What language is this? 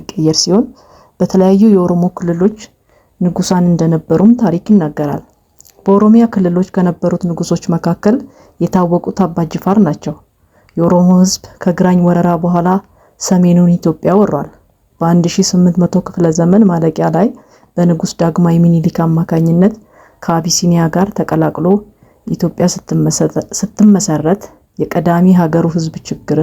Amharic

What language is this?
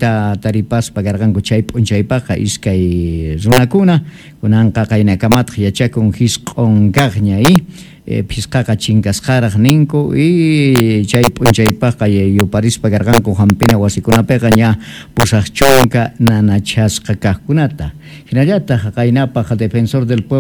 South Bolivian Quechua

